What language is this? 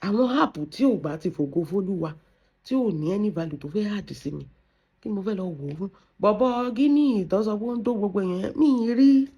Yoruba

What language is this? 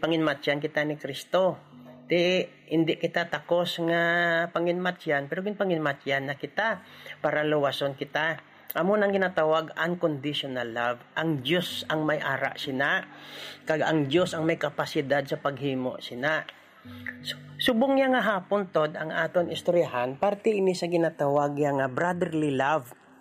Hiligaynon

